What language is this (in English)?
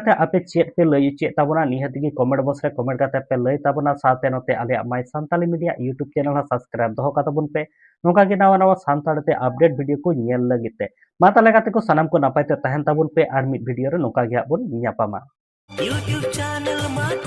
Santali